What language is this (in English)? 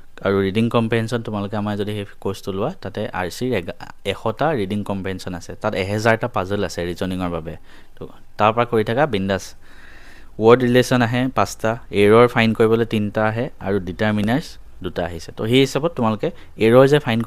Assamese